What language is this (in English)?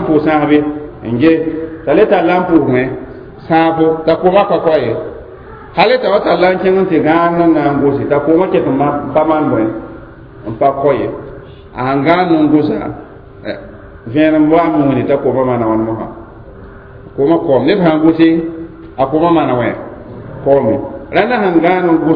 Mossi